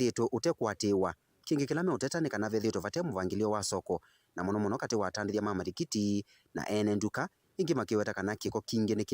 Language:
Kamba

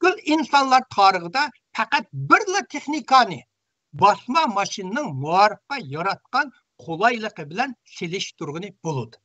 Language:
Uyghur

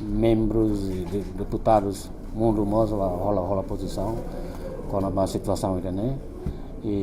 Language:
Tetum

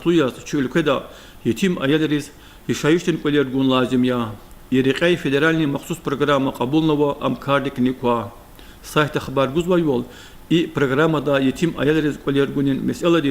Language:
Lezghian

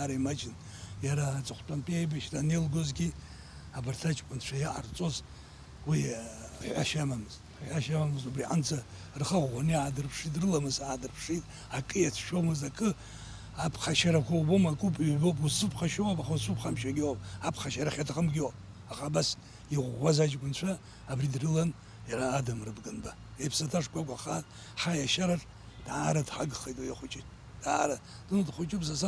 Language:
Abkhazian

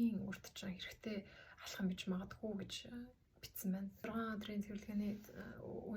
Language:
Mongolian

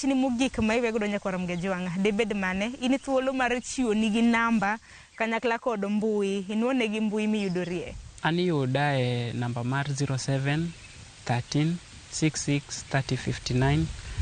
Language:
Luo (Kenya and Tanzania)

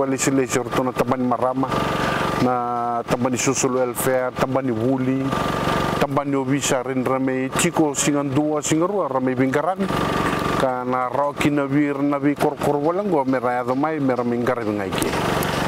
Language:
Fijian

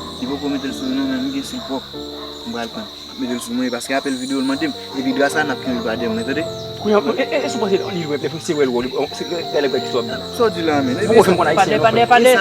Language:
Haitian Creole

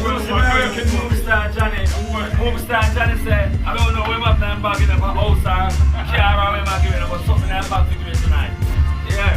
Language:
Jamaican Creole English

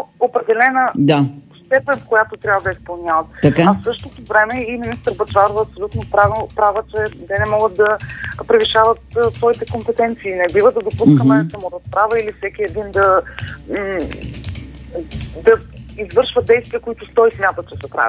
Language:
Bulgarian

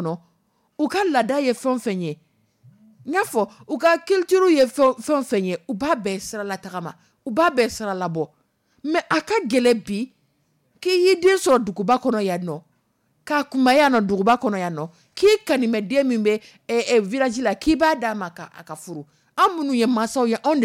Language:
Dyula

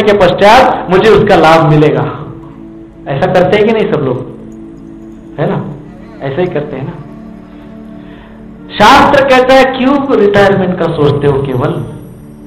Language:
Hindi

